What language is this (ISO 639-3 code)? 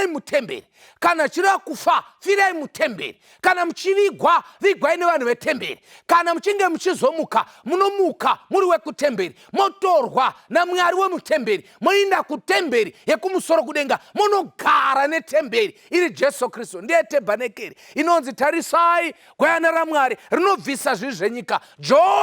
sna